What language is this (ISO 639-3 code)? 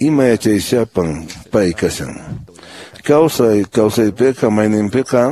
que